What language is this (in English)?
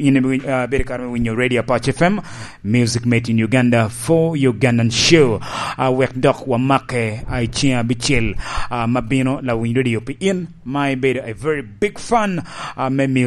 Lango (Uganda)